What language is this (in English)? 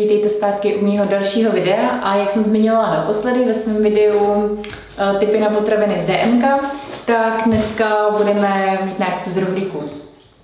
Czech